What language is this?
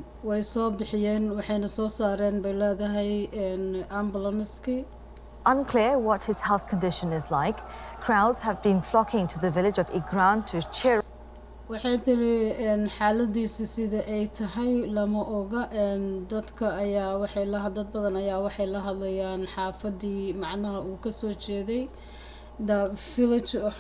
Somali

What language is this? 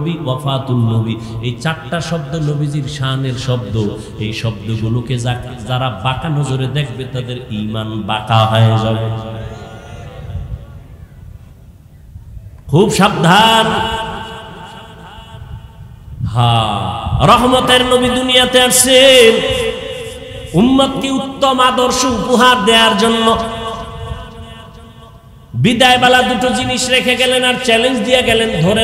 Bangla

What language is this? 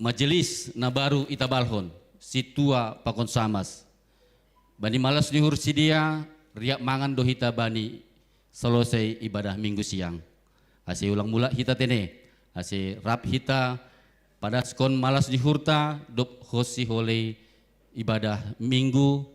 Batak Simalungun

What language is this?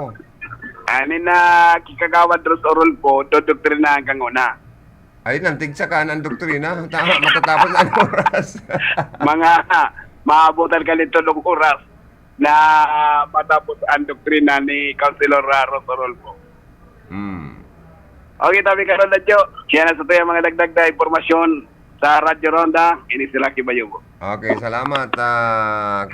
Bikol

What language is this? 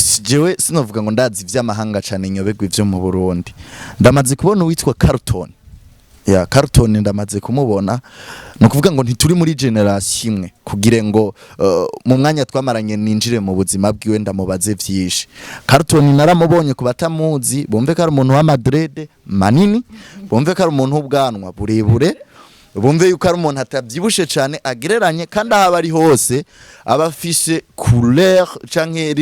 Rundi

